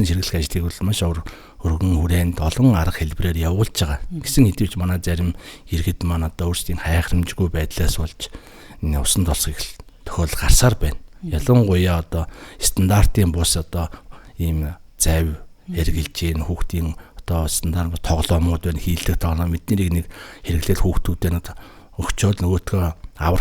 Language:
Mongolian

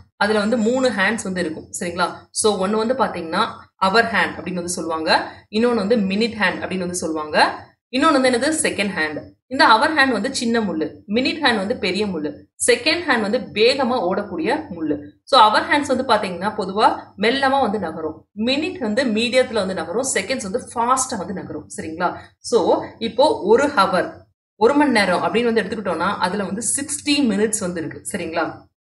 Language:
Tamil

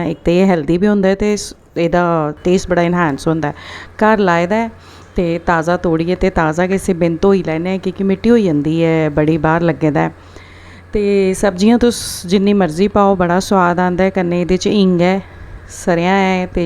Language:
Dogri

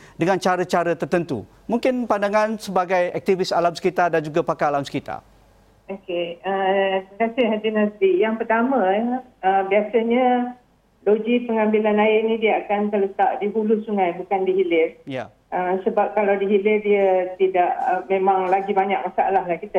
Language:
Malay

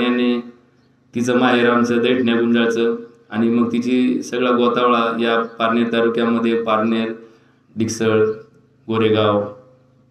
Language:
Marathi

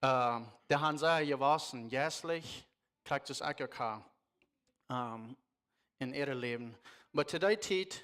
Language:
Plautdietsch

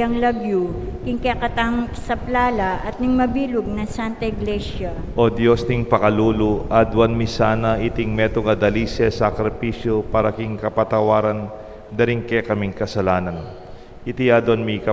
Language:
Pampanga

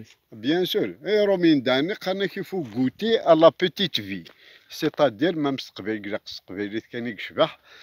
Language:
Kabyle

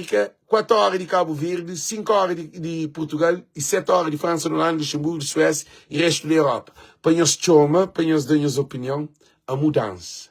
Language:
Kabuverdianu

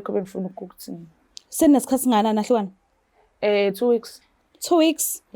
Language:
Zulu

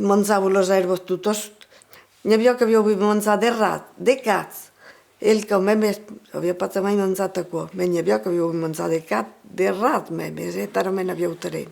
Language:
Occitan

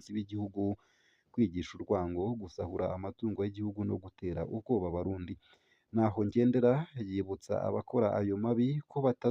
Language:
Rundi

